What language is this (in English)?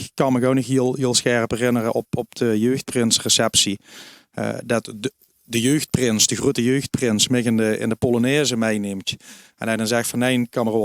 Limburgish